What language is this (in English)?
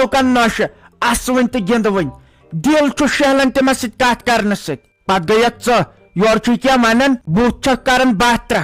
Kashmiri